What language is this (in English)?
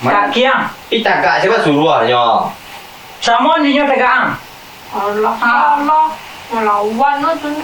Minangkabau